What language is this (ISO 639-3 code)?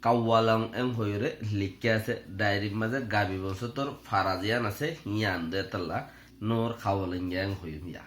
rhg